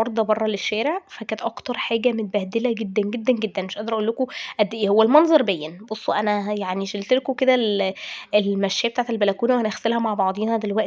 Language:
Egyptian Arabic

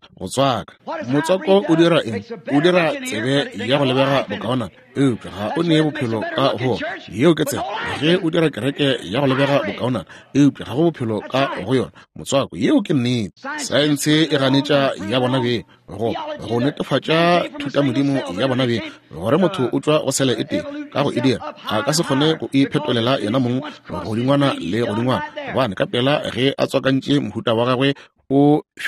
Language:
Northern Sotho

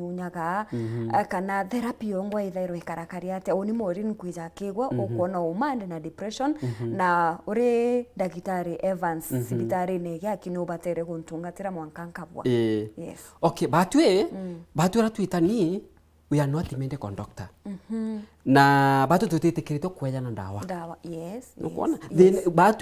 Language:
Meru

